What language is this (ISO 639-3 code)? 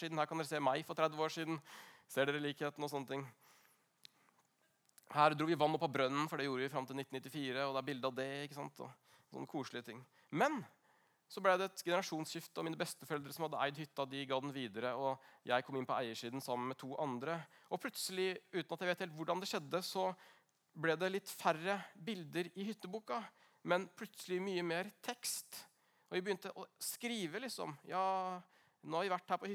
nor